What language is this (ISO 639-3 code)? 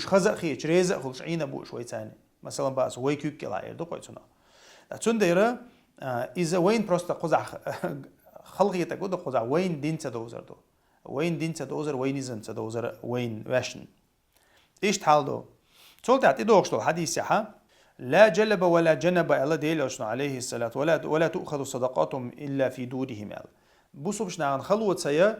che